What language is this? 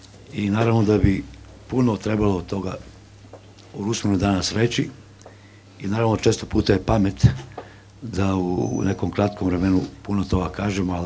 Bosnian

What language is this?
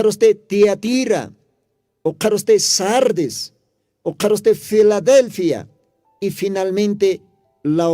Aymara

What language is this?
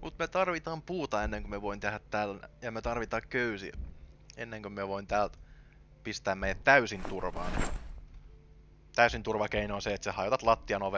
Finnish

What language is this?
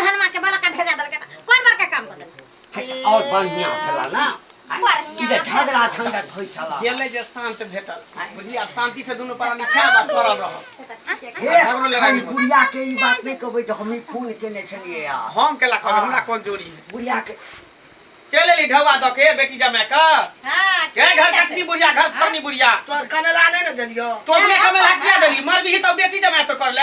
Maithili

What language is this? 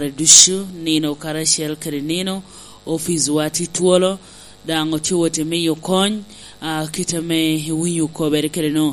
Lango (Uganda)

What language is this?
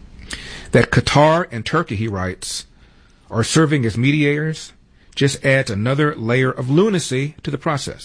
English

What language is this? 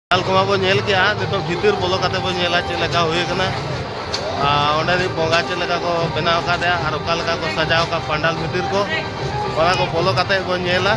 Santali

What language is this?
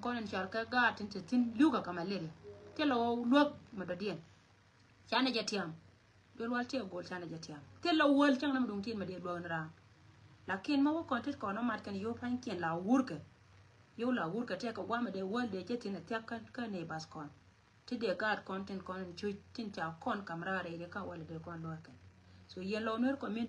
Nuer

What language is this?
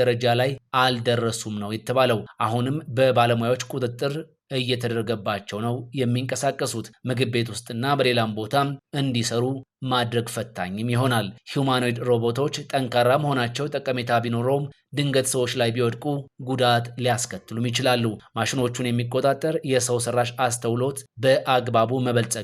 Amharic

